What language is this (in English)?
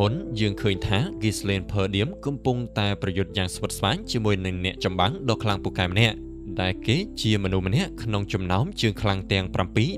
Khmer